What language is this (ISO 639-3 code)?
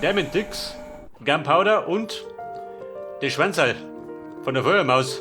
bar